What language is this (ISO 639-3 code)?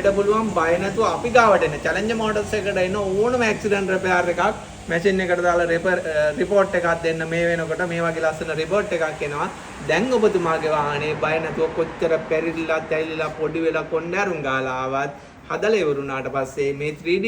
sin